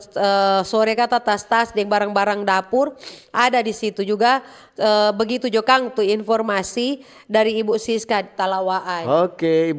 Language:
Manado Malay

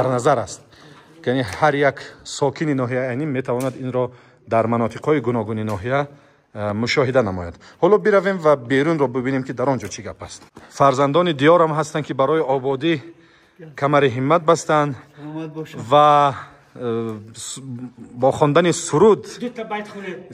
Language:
Tajik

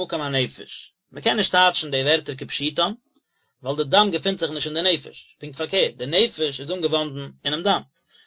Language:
Yiddish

